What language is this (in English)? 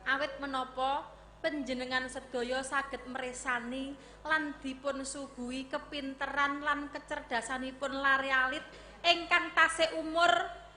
Javanese